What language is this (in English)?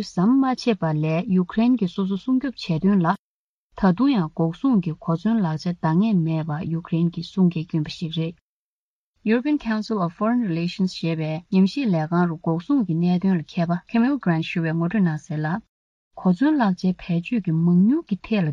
Tibetan